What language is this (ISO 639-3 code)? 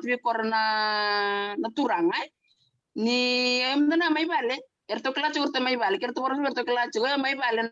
fij